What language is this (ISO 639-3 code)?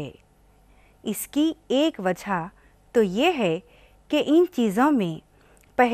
urd